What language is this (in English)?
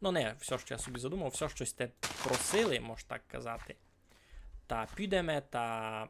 Rusyn